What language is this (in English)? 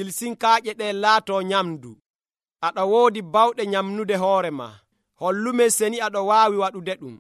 Nigerian Fulfulde